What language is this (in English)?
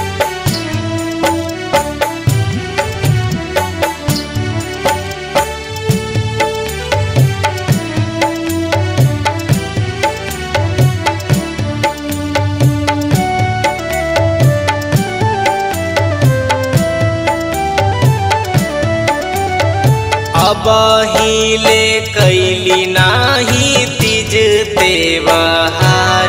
Bhojpuri